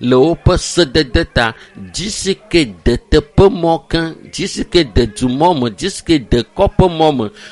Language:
Ewe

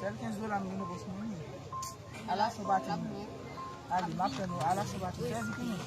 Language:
Haitian Creole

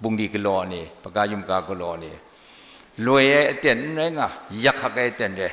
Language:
Kachin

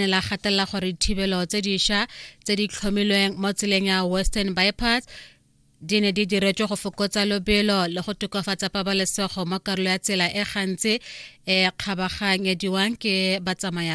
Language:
Tswana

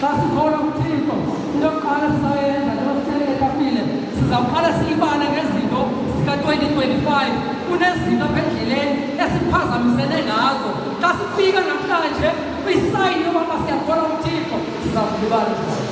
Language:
Zulu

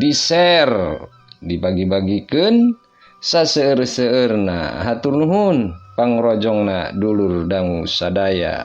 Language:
Sundanese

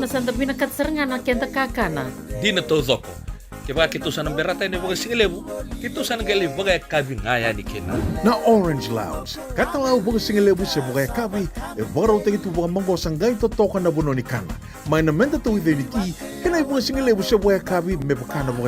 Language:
Fijian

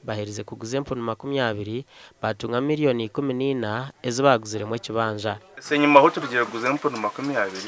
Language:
Nyankole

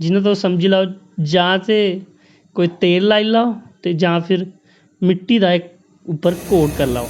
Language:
Dogri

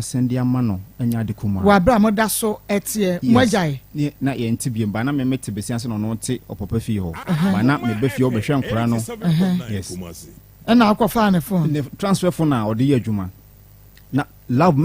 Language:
Akan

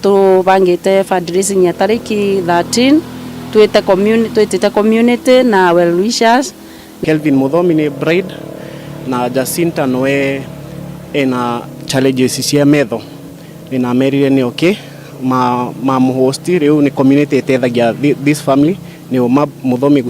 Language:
Meru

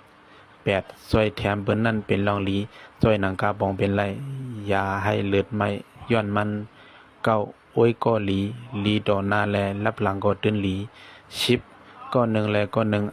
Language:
Lao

